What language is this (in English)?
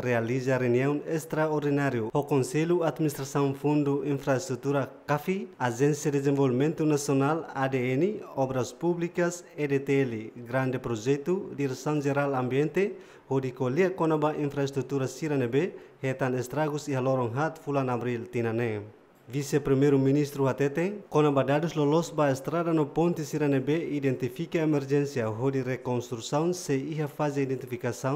Tetum